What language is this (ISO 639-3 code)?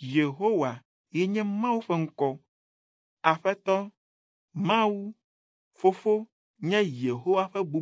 ewe